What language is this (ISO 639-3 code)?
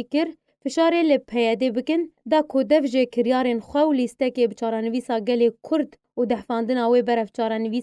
kur